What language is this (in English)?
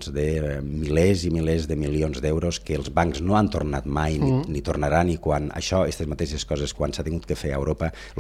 Catalan